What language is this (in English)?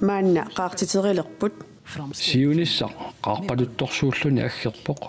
Kalaallisut